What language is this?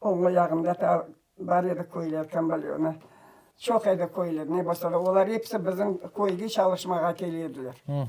Crimean Tatar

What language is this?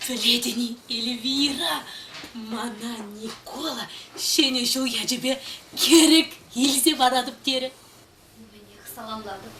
Chuvash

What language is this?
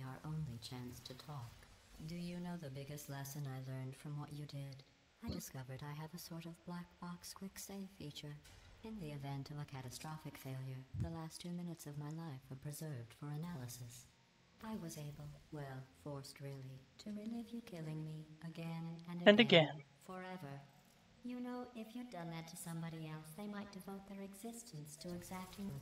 English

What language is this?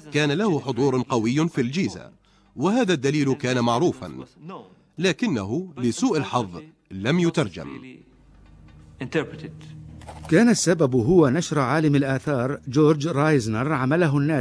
Arabic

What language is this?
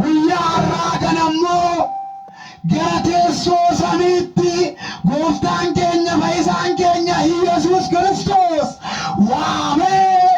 Oromo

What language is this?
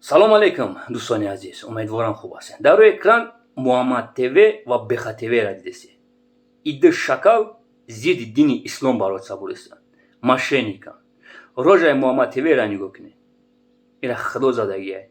Tajik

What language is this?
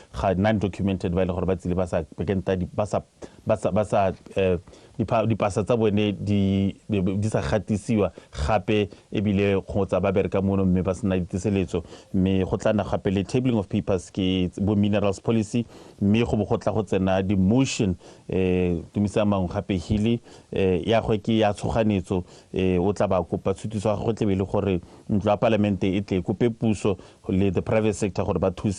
Tswana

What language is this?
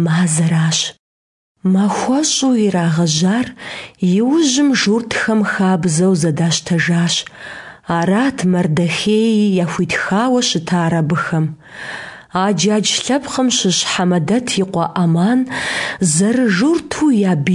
Kabardian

